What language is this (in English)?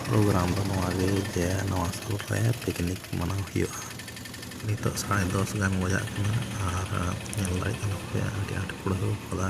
Santali